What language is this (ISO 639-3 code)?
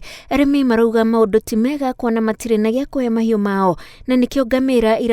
kik